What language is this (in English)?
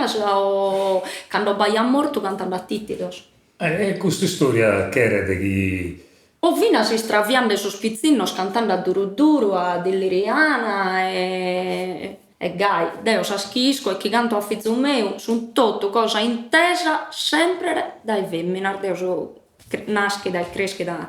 Sardinian